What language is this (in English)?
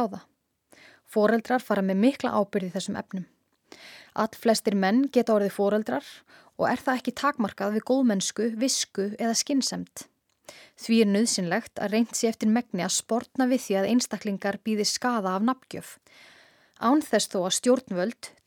Icelandic